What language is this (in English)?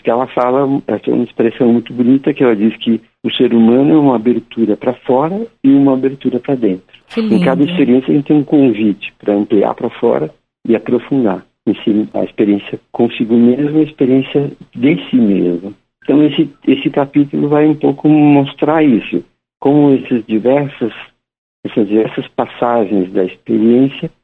Portuguese